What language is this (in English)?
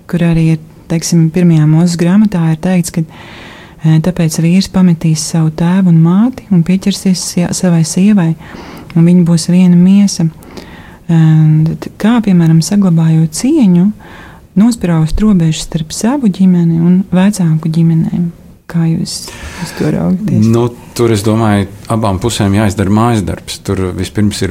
Latvian